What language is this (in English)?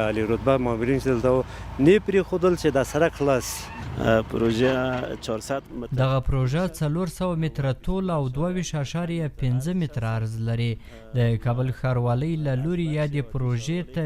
Pashto